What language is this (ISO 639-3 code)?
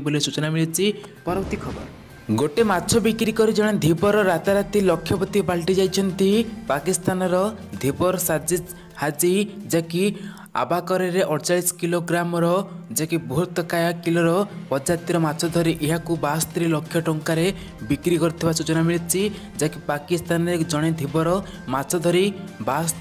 ori